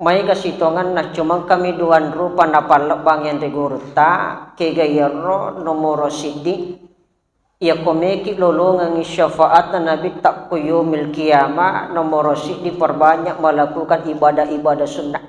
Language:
Buginese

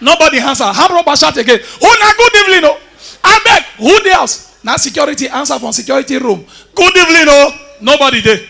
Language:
Nigerian Pidgin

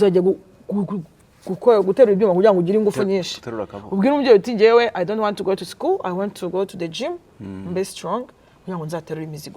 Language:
Kinyarwanda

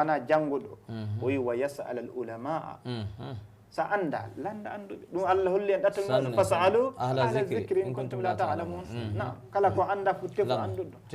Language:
Fula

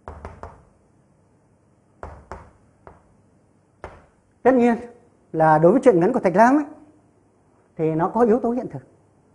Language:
Vietnamese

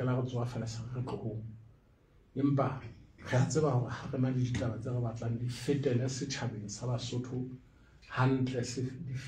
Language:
Southern Sotho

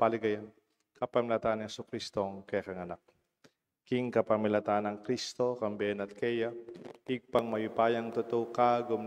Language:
Pampanga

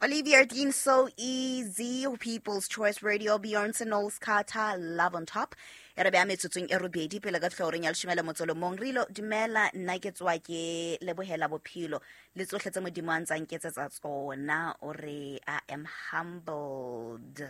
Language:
Southern Sotho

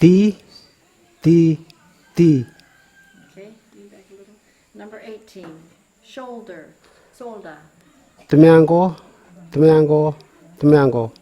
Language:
Kamasau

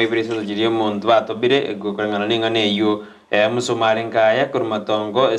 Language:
Gusii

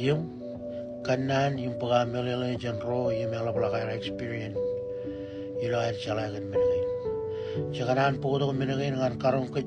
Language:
Marshallese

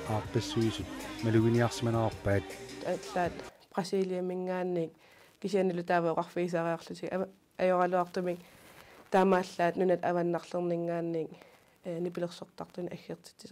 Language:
Kalaallisut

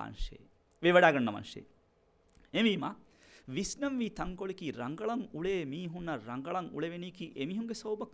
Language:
Divehi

